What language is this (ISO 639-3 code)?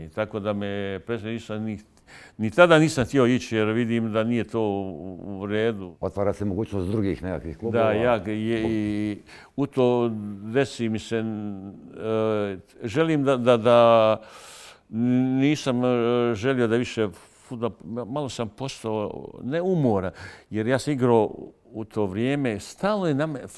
bos